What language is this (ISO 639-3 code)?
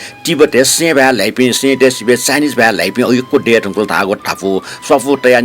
new